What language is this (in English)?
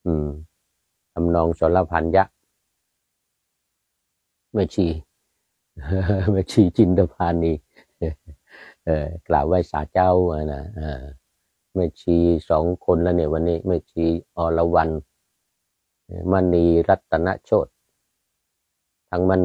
Thai